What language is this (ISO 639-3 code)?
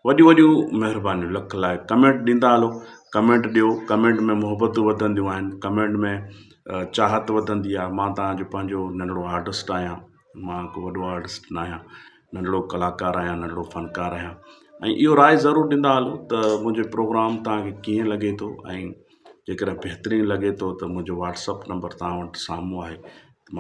snd